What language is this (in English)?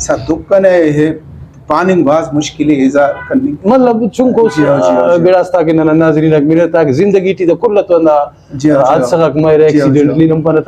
Brahui